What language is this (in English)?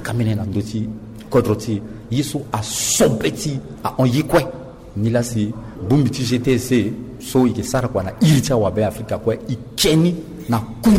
Sango